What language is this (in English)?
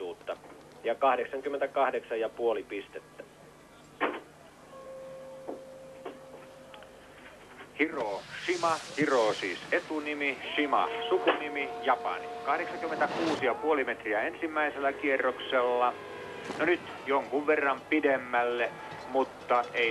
Finnish